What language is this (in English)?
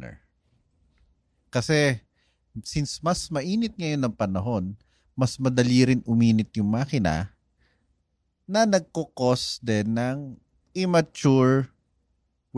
Filipino